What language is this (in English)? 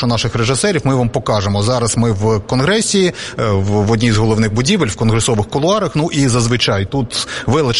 Ukrainian